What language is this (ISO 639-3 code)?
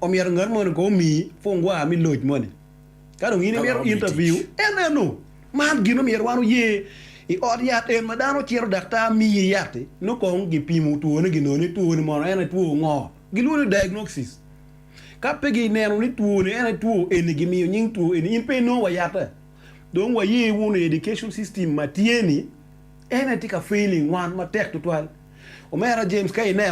ach